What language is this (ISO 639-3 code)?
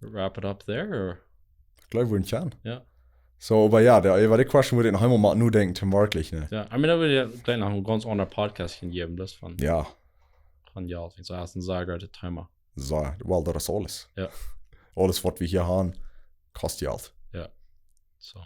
pdt